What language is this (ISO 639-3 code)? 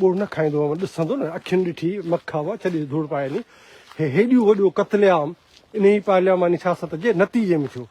snd